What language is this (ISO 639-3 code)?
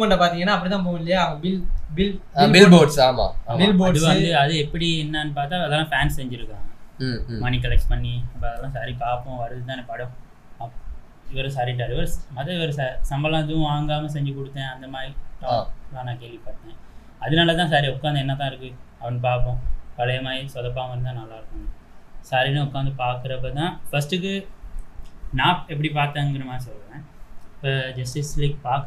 tam